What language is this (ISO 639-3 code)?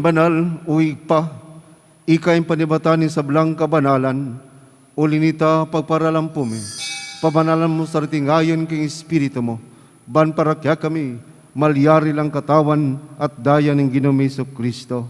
pam